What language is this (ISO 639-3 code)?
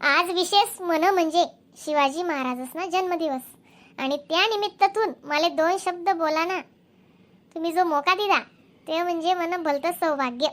khn